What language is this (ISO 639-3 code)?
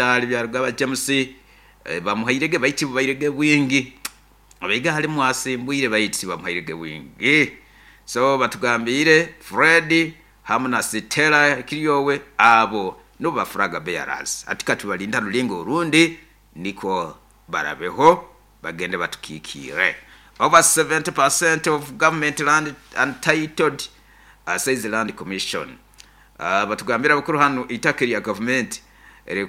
nyo